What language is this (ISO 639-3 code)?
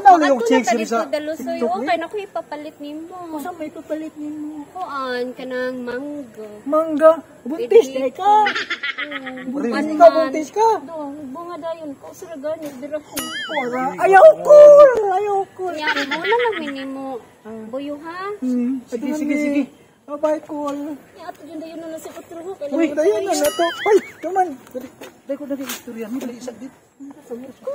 ceb